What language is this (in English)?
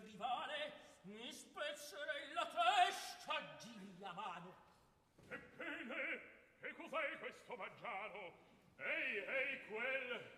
Italian